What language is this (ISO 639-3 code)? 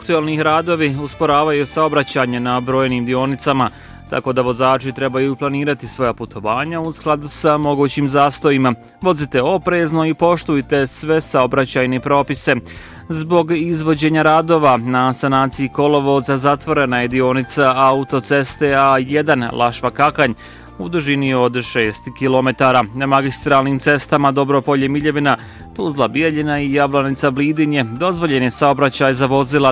bos